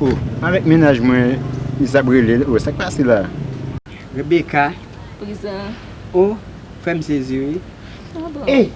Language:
Haitian Creole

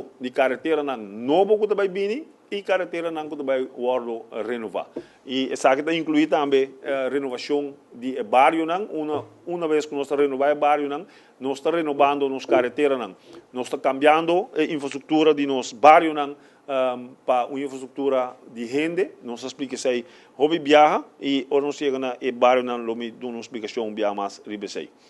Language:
Papiamento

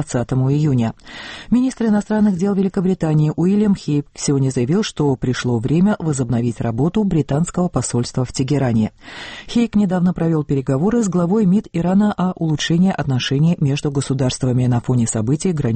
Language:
Russian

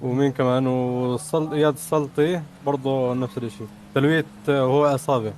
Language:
North Levantine Arabic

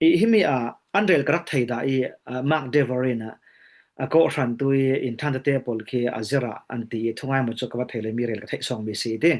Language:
Falam Chin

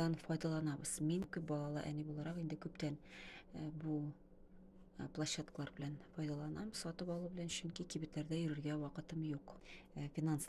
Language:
Tatar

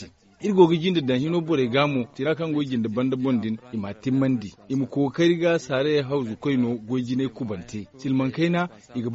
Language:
Zarma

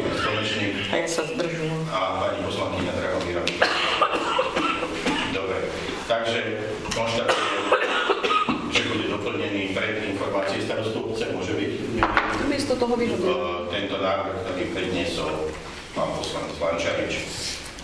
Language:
Slovak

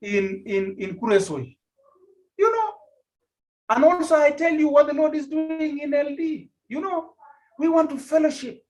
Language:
Kalenjin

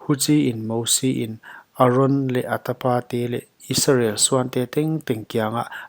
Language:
Paite Chin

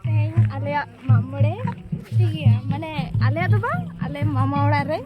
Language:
Santali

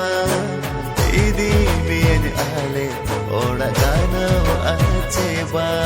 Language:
Santali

